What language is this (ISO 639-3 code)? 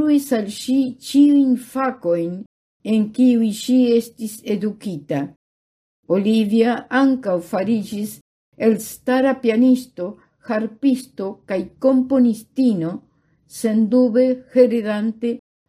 epo